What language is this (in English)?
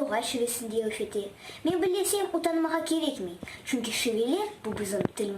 Crimean Tatar